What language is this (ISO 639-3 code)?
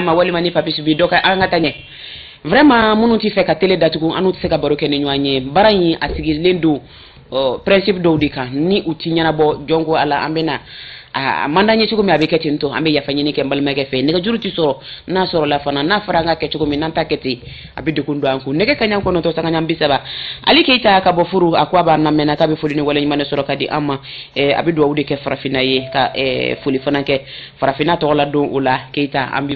bam